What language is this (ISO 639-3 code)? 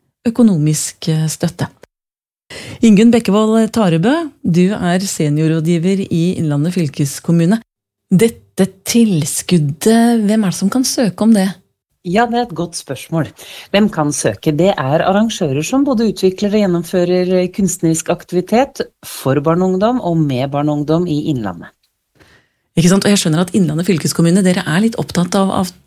nor